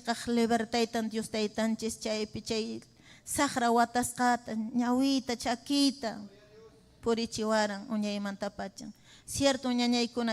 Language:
Ayacucho Quechua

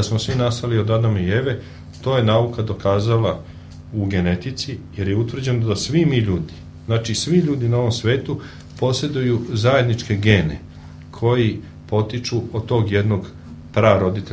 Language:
Serbian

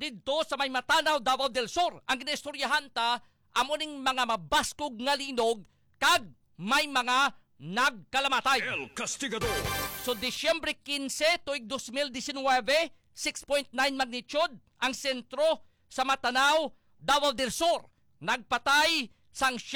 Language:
Hiligaynon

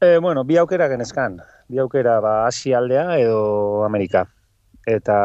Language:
Basque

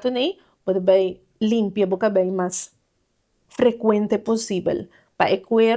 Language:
Papiamento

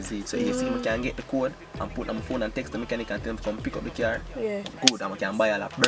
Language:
Jamaican Creole English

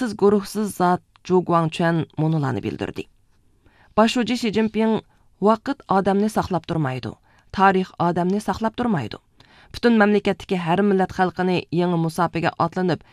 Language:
Uyghur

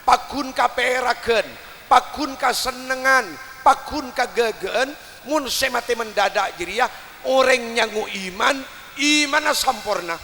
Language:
Madurese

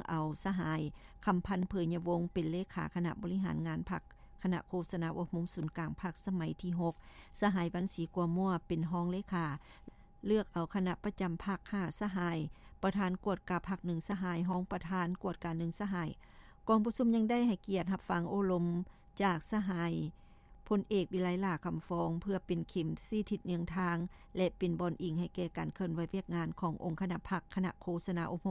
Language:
Lao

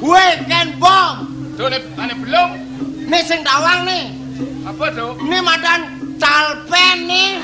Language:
Balinese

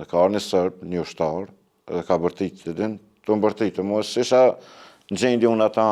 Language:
Albanian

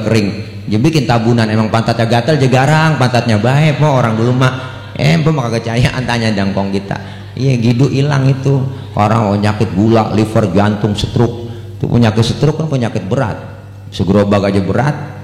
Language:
Betawi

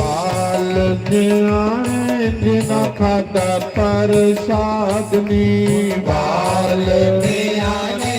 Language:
Dogri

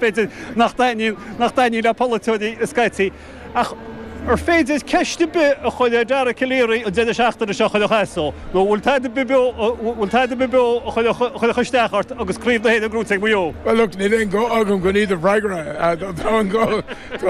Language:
Irish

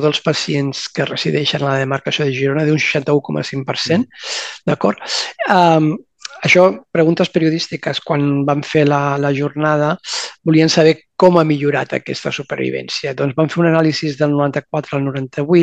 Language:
Catalan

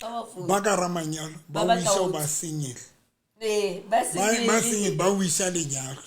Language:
Southern Sotho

